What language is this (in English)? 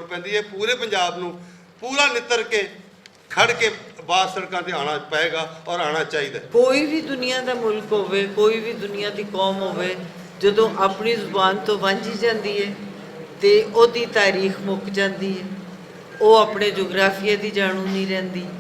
Western Panjabi